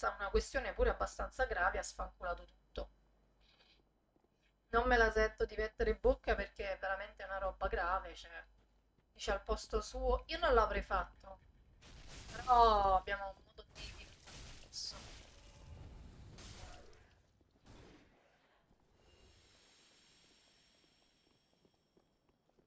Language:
Italian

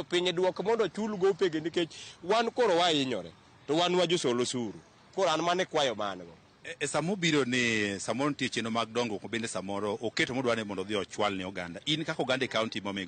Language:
Luo (Kenya and Tanzania)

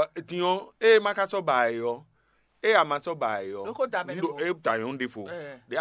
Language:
Fon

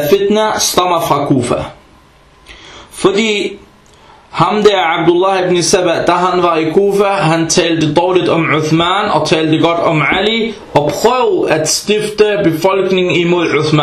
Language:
Danish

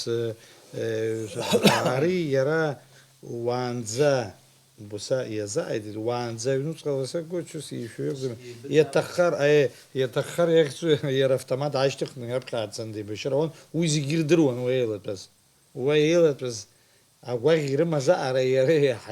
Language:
Abkhazian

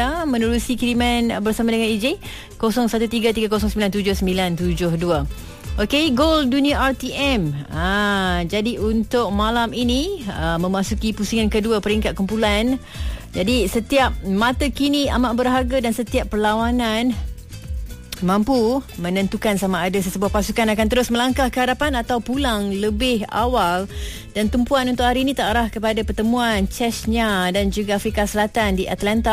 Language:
Malay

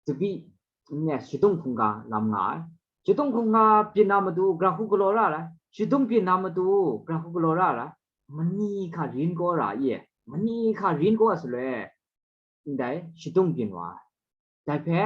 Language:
Kachin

